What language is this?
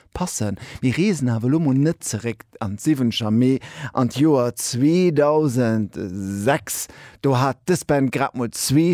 Luxembourgish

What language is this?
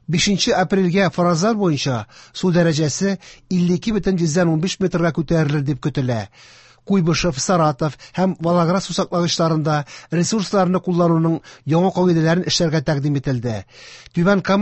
Tatar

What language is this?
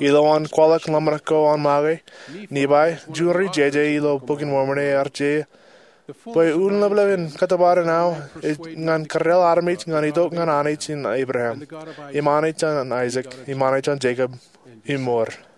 Marshallese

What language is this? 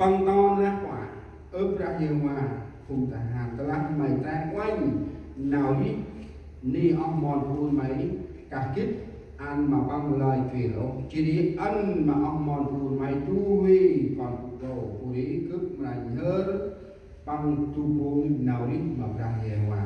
Central Mnong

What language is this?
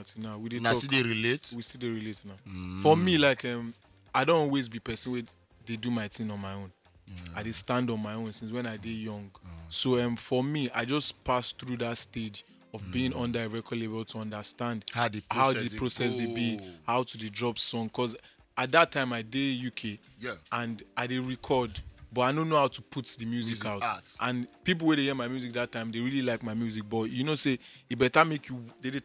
Nigerian Pidgin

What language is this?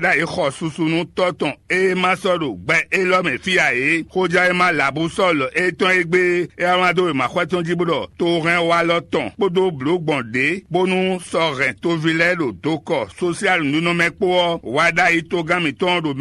Fon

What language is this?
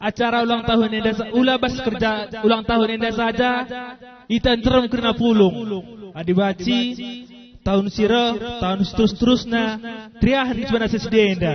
Batak Karo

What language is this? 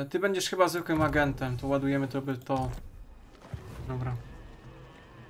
Polish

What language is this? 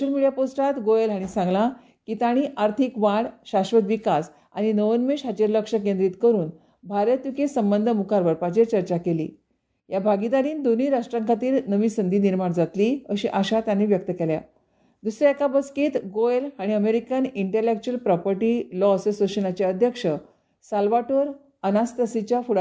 Konkani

